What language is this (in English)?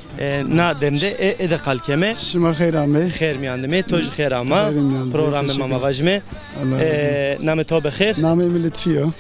Zaza